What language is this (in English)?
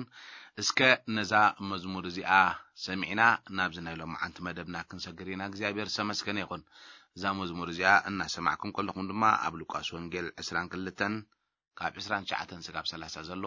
Tigrinya